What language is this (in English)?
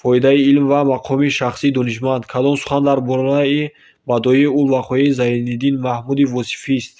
Tajik